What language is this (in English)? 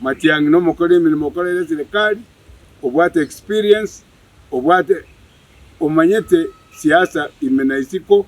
Gusii